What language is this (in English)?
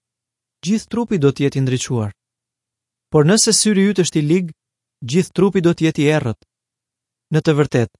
Albanian